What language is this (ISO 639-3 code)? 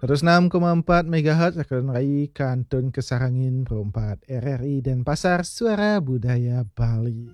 ban